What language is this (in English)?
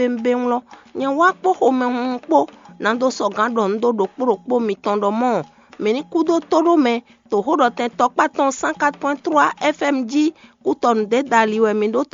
Fon